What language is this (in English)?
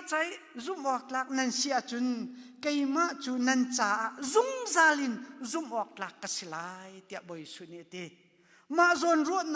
Hakha Chin